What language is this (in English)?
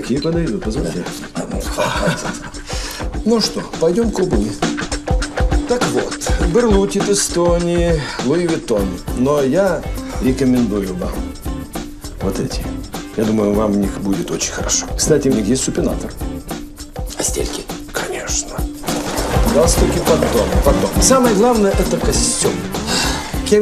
Russian